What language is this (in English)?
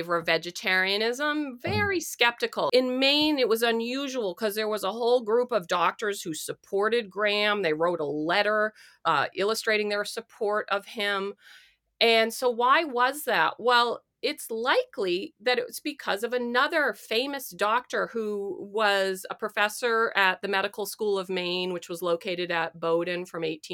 English